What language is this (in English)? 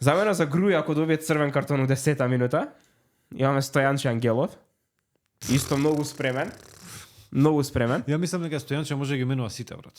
Macedonian